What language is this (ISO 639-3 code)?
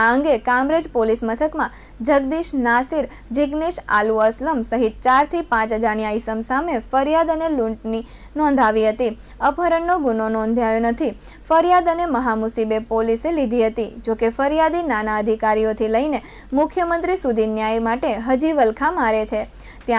guj